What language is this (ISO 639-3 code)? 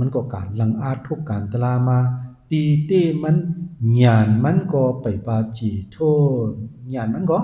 shn